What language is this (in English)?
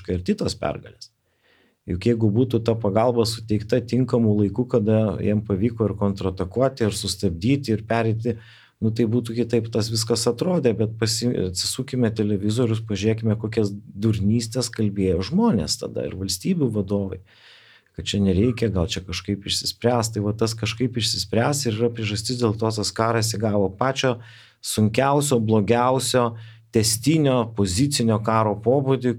Lithuanian